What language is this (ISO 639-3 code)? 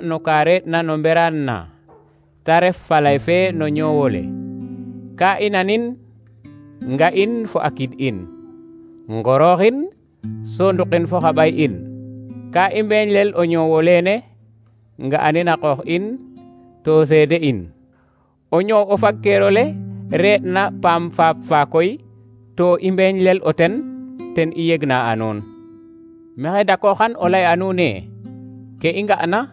srr